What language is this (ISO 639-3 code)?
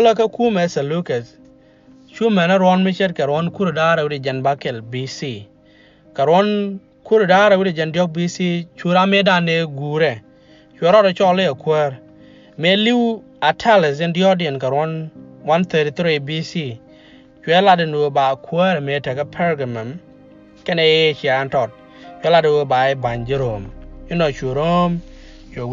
nus